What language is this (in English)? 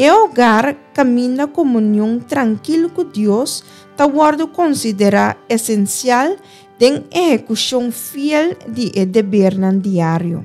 Papiamento